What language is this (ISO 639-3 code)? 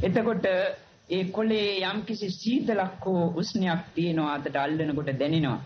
sin